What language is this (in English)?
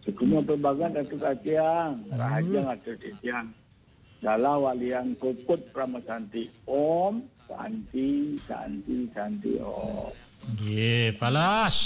Balinese